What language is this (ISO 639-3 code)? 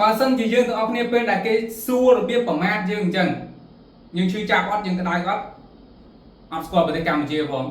khm